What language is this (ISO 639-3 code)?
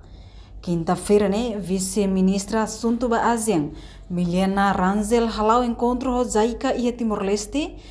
tet